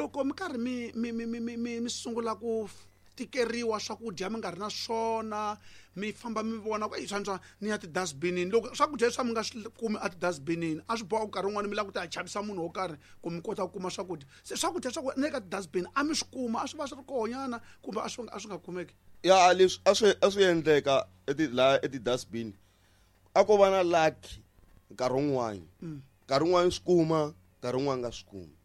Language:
Tsonga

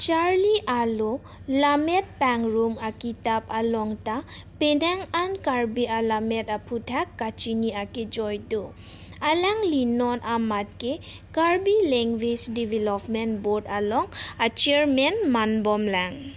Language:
Karbi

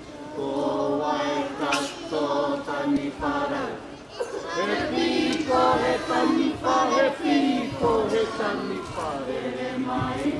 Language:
Māori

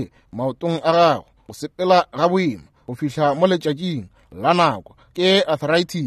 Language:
Northern Sotho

